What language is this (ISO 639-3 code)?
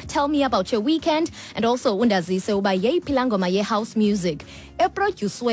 xho